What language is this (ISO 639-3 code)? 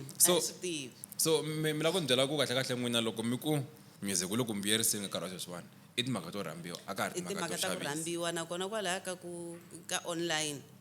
tso